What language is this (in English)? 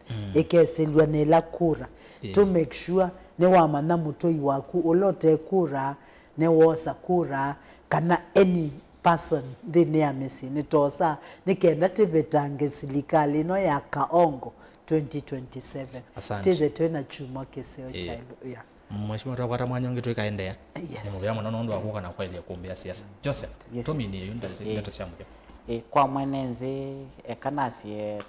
Kamba